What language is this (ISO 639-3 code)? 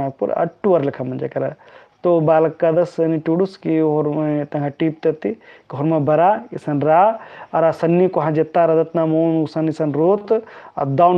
kru